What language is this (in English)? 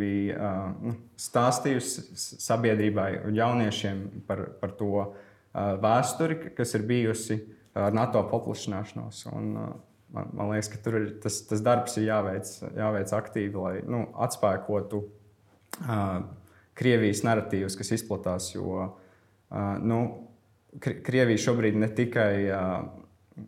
Latvian